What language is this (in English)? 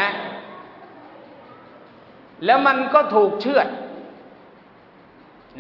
Thai